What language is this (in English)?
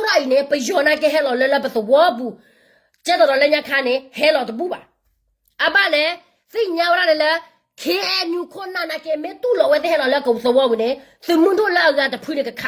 S'gaw Karen